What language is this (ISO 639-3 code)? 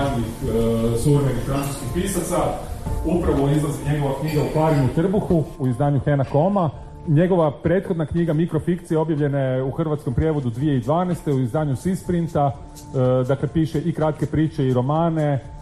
hrv